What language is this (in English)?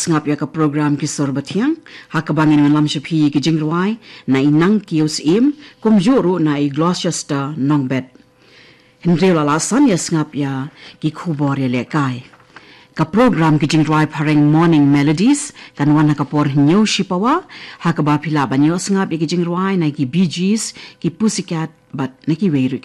Khasi